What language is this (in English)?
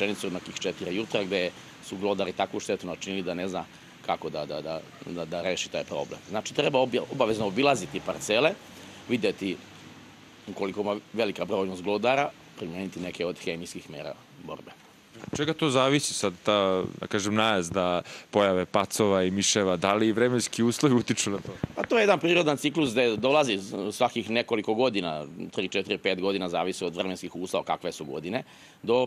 Serbian